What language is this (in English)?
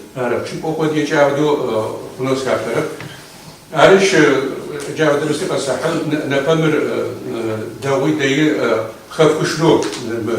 Adyghe